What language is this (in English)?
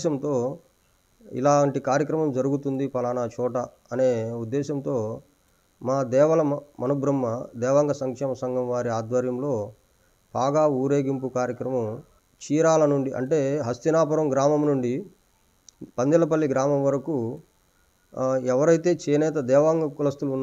Telugu